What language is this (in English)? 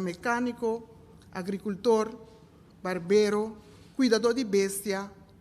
Papiamento